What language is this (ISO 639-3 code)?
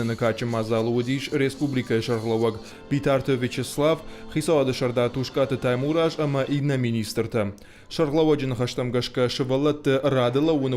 oss